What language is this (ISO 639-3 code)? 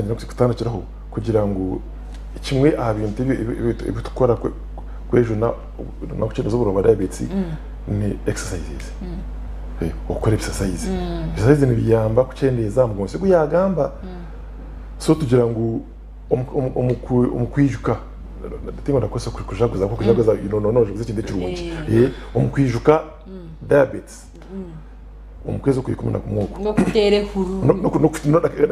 nyn